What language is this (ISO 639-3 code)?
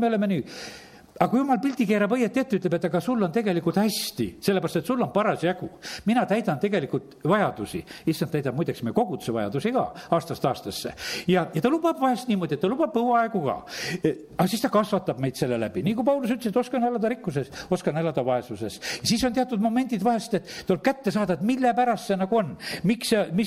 est